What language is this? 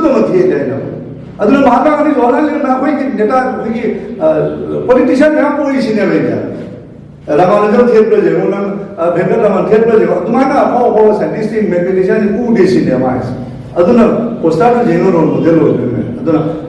Manipuri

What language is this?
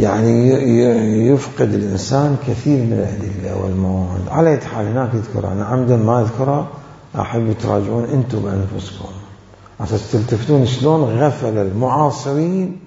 Mesopotamian Arabic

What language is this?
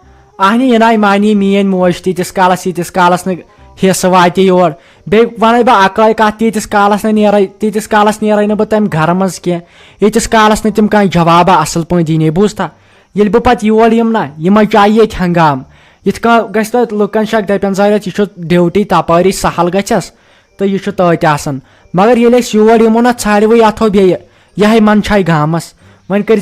Kashmiri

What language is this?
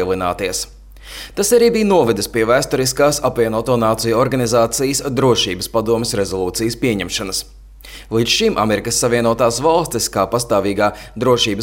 Latvian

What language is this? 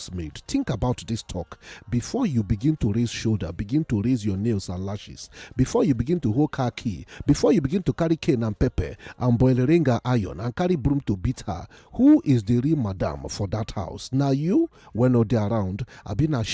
Nigerian Pidgin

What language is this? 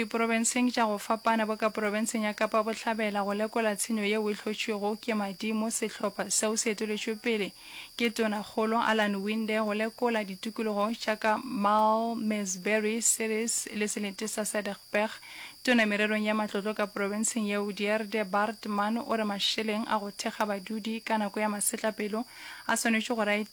Northern Sotho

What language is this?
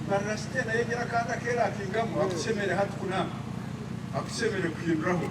Nyankole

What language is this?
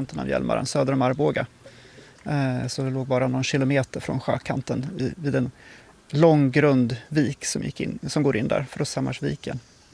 Swedish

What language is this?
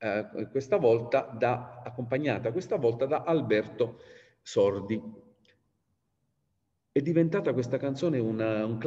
Italian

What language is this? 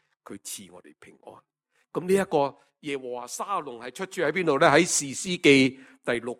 Cantonese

